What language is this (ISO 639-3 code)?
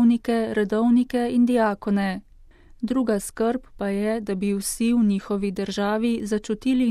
slv